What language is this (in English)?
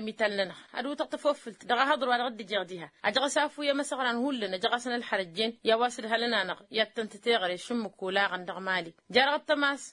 Tamasheq